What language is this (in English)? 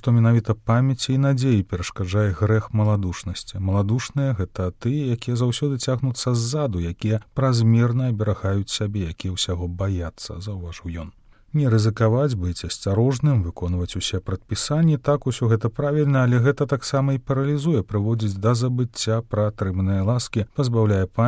Belarusian